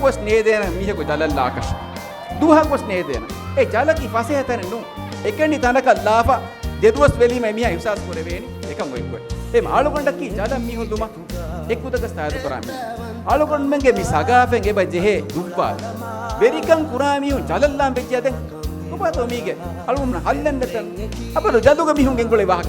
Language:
Divehi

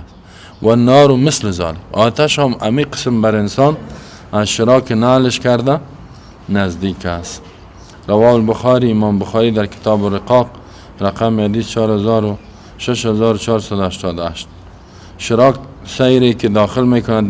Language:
Persian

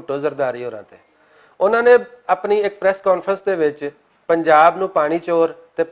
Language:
Western Panjabi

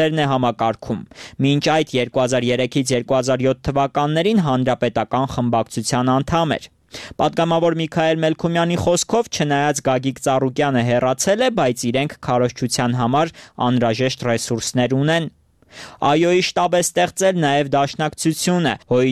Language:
Armenian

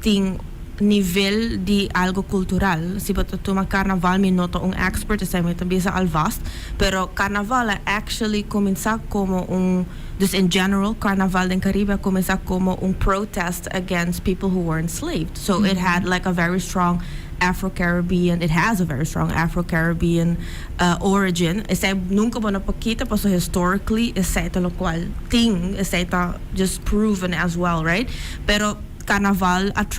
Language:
Papiamento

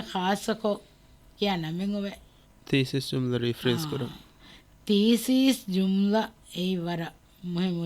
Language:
Divehi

